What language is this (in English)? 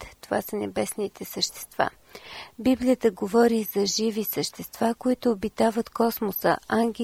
Bulgarian